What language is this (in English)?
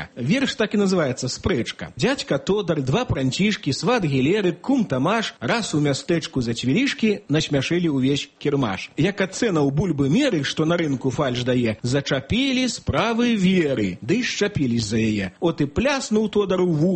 Belarusian